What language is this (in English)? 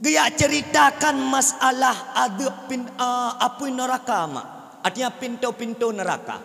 Achinese